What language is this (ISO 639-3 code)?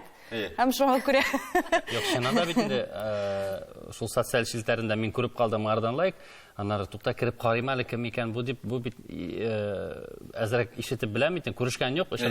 tat